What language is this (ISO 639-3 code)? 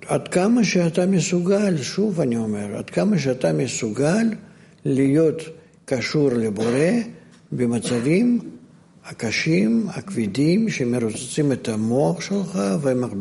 heb